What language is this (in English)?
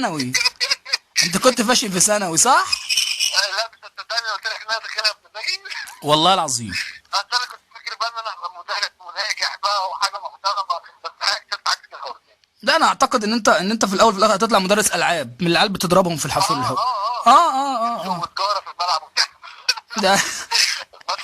Egyptian Arabic